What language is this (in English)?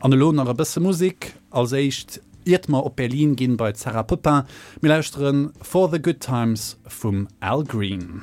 Luxembourgish